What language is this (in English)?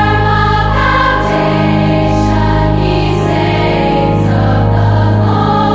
Dutch